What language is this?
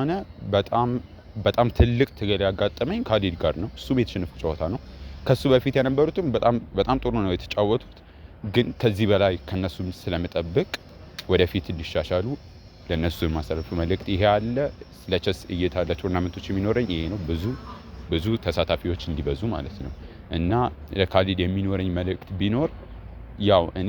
Amharic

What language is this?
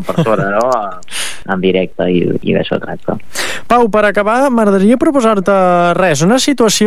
Catalan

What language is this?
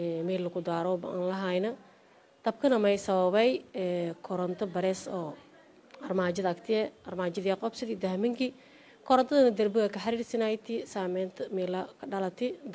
Somali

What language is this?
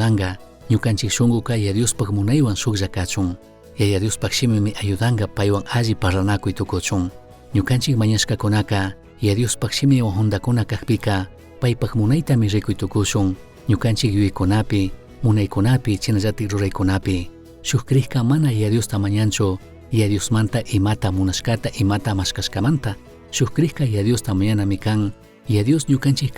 Chimborazo Highland Quichua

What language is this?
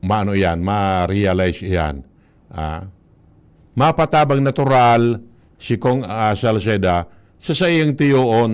Bikol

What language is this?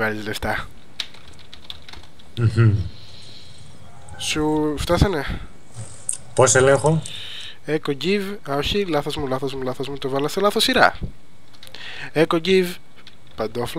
Greek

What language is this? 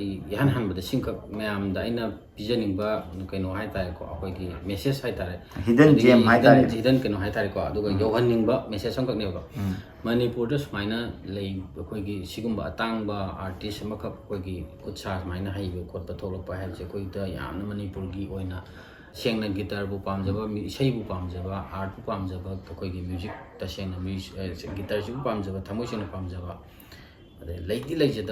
Manipuri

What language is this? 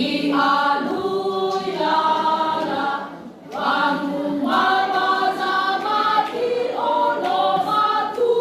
Nias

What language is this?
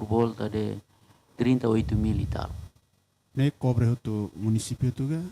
Tetum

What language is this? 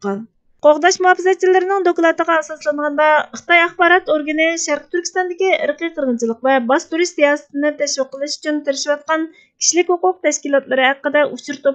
Uyghur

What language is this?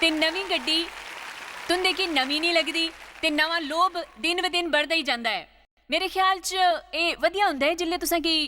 Dogri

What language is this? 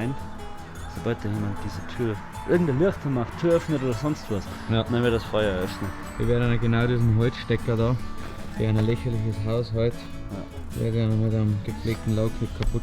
Bavarian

